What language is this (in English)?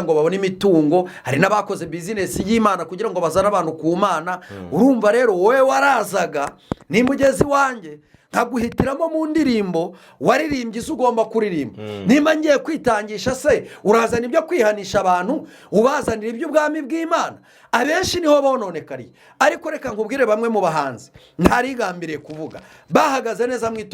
Kinyarwanda